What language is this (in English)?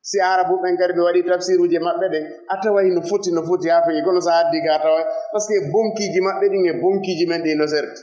Fula